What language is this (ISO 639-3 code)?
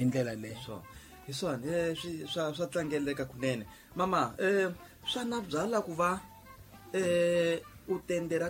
tso